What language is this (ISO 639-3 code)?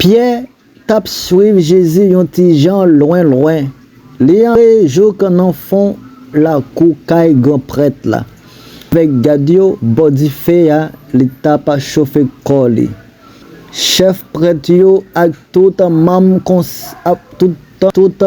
hat